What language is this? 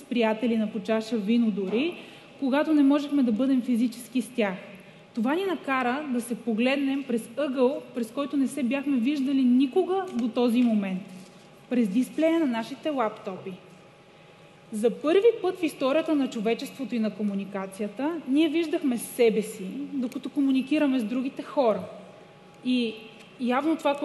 Bulgarian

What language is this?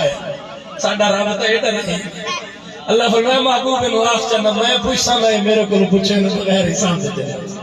Saraiki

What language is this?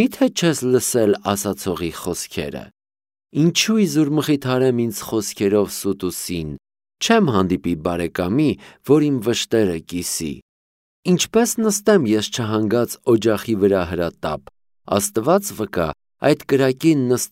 Armenian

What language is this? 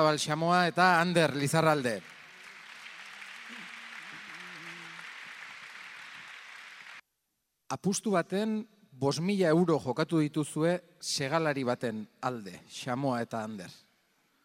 Basque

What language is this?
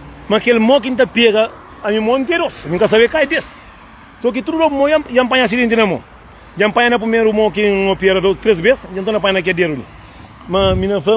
Kabuverdianu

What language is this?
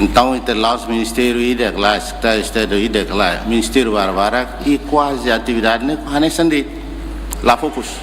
Tetum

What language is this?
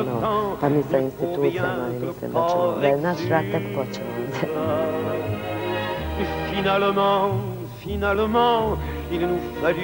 Bosnian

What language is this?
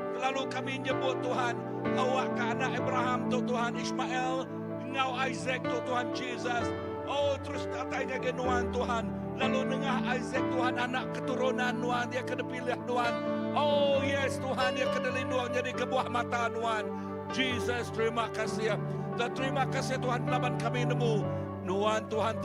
Iban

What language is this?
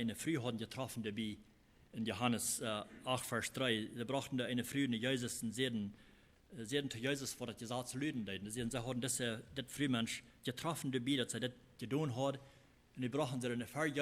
Plautdietsch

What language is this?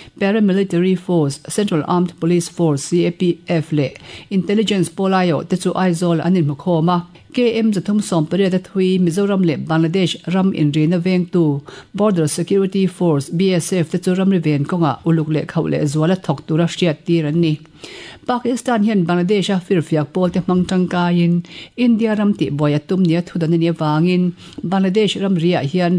Mizo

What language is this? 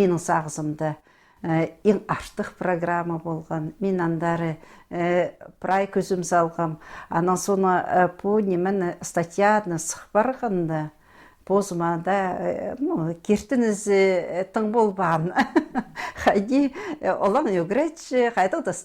Khakas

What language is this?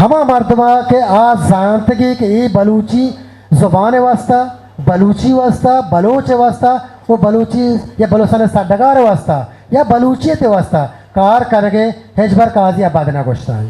Eastern Balochi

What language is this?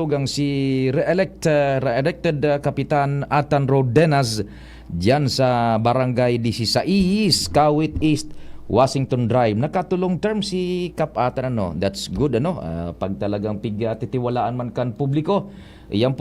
Bikol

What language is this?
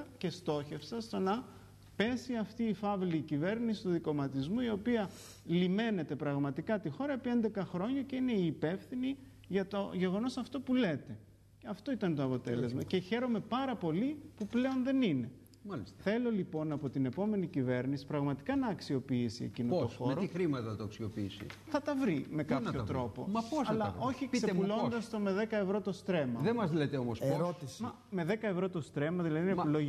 Greek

